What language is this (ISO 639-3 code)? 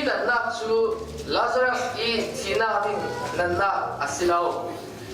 cfm